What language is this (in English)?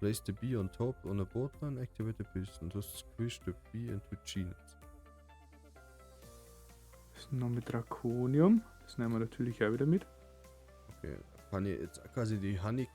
Bavarian